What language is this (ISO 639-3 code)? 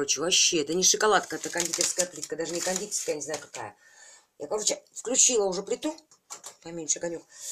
rus